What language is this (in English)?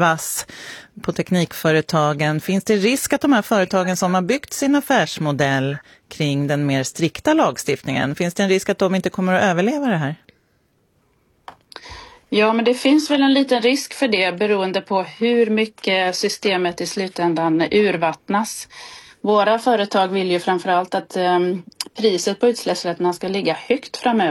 Swedish